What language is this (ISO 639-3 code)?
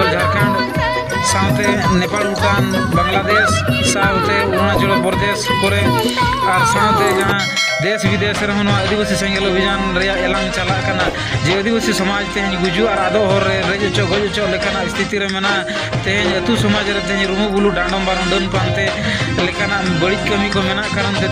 sat